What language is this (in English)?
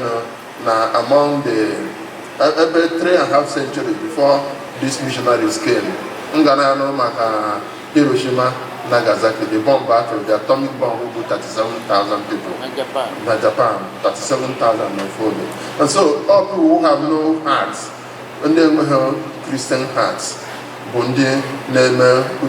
Igbo